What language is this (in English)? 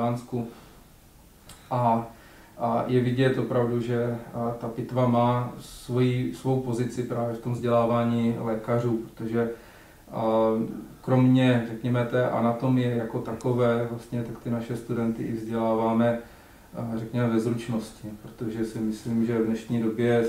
Czech